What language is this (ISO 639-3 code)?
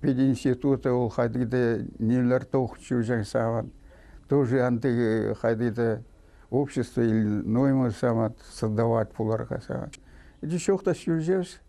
kjh